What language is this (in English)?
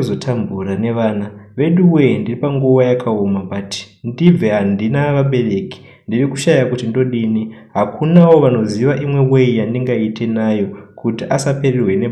Shona